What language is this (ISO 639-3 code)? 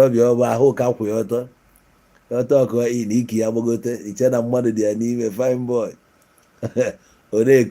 ibo